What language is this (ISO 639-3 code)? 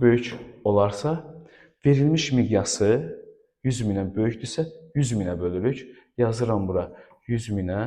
aze